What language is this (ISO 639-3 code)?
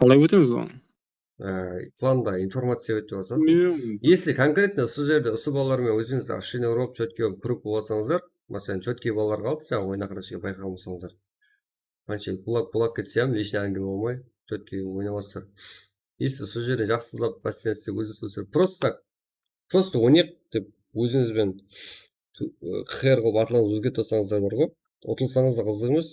kaa